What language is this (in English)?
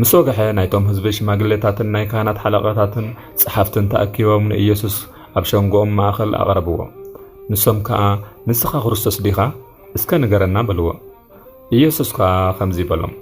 Tigrinya